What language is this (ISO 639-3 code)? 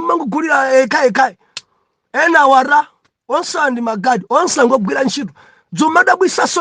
nya